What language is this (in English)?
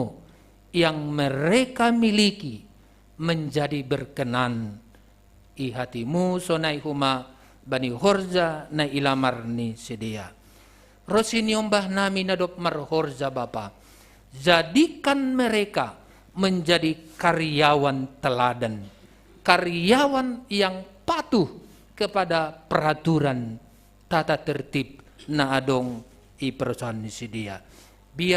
Batak Simalungun